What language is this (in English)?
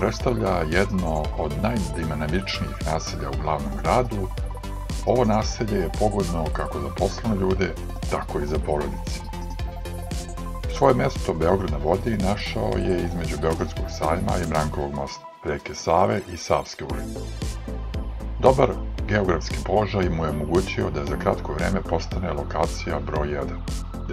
Serbian